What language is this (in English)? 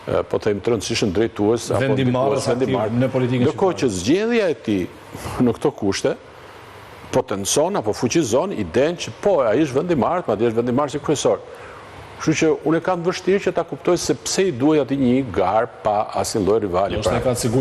Albanian